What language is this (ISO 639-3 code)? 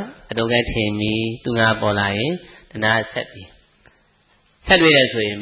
mya